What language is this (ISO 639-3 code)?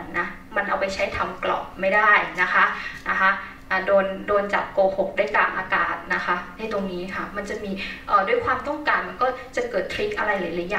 tha